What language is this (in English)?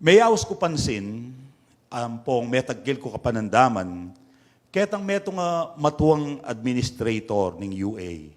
Pampanga